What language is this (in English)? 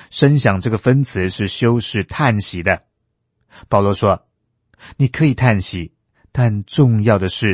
Chinese